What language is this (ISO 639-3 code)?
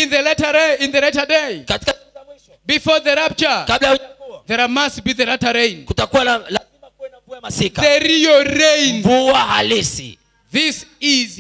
swa